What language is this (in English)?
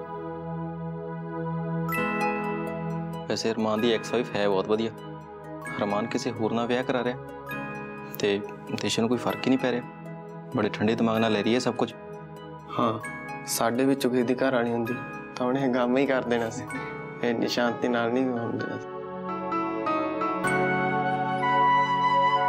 Punjabi